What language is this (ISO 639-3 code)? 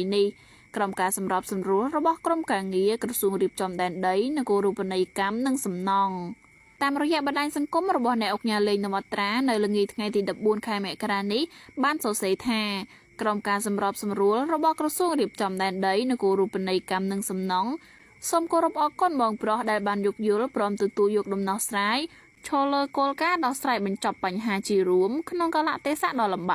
khm